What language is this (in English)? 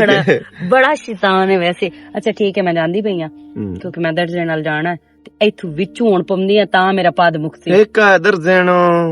Western Panjabi